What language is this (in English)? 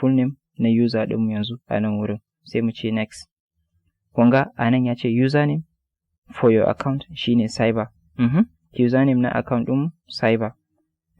Hausa